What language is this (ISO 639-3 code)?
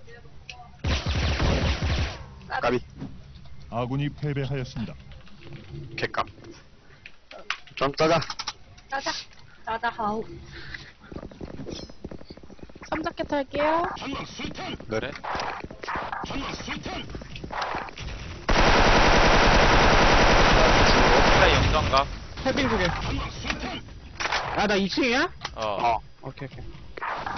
kor